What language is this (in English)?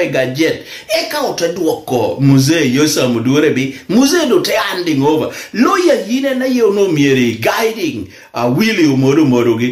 Lango (Uganda)